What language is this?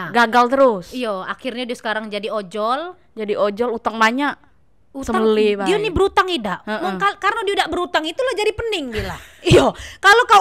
Musi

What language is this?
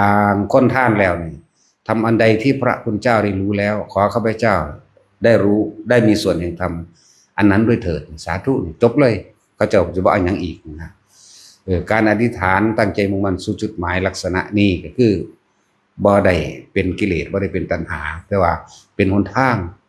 Northeastern Thai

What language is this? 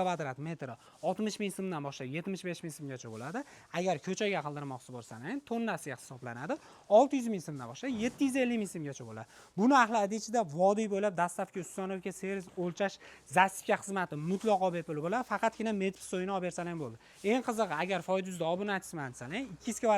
Uzbek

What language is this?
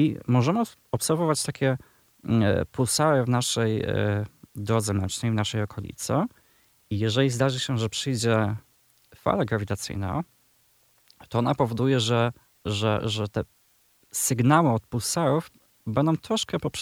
Polish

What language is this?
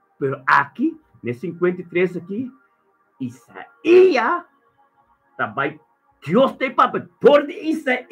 Papiamento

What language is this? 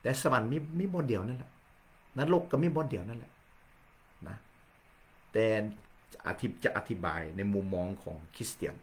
Lao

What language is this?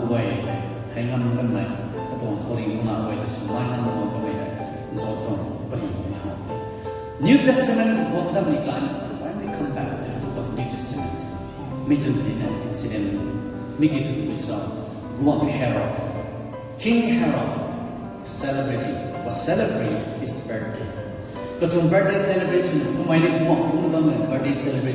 Rongmei Naga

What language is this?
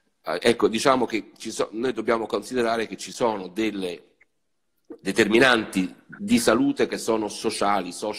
Italian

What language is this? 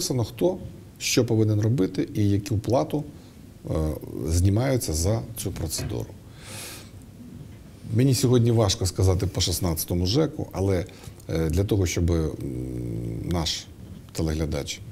Ukrainian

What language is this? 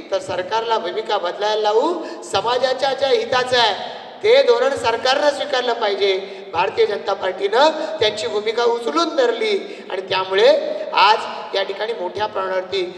Marathi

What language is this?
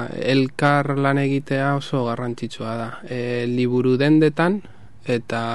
Basque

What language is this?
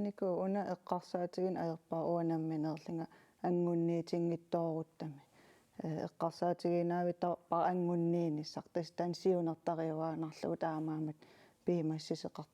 Kalaallisut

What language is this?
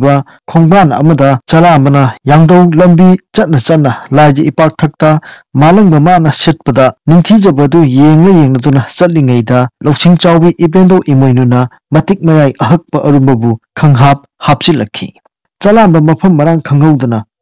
Manipuri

